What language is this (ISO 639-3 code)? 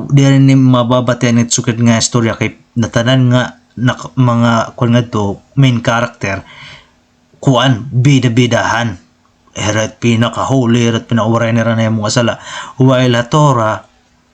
war